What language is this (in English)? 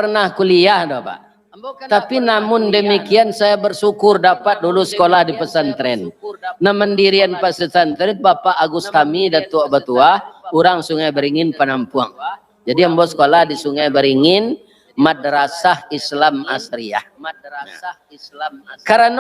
Minangkabau